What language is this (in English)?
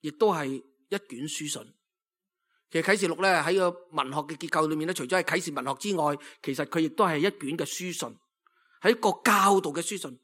Cantonese